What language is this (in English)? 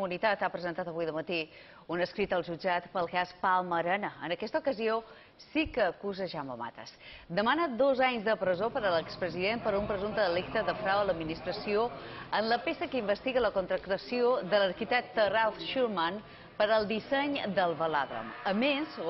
Catalan